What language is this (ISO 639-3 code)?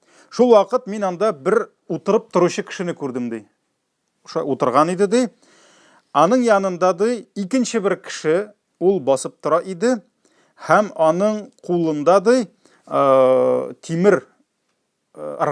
tat